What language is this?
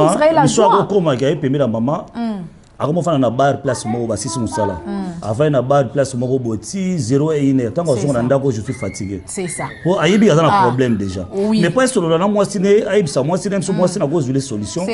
Lingala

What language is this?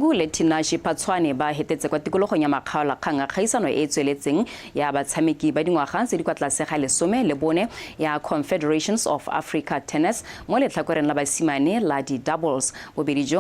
Tswana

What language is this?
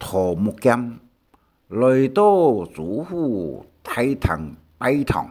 Hakka Chinese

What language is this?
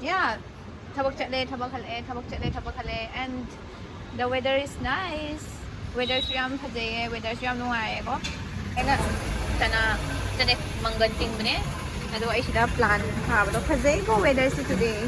Manipuri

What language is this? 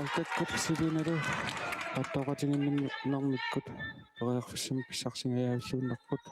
Kalaallisut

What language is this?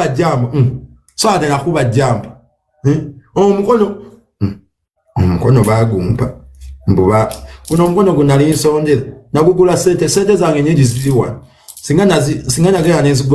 Ganda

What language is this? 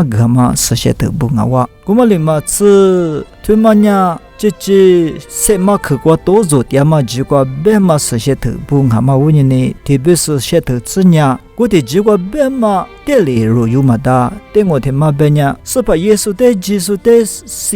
Lisu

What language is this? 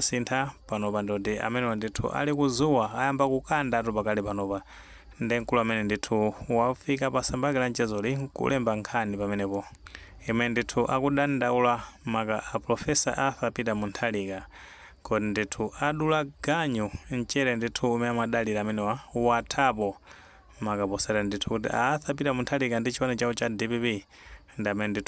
Nyanja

